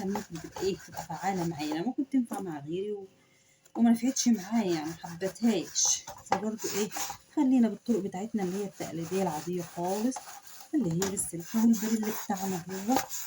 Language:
Egyptian Arabic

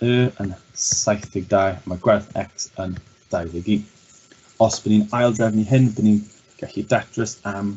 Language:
Welsh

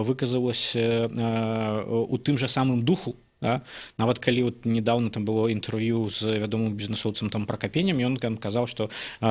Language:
Belarusian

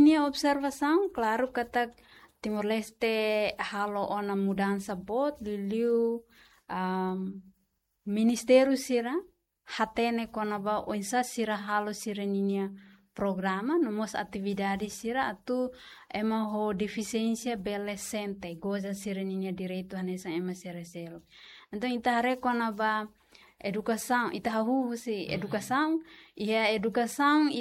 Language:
Tetum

